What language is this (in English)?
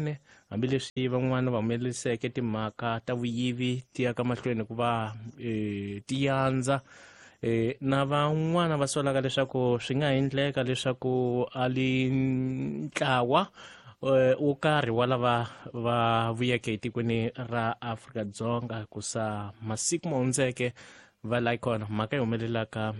Tsonga